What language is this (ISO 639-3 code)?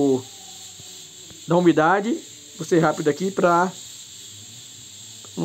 por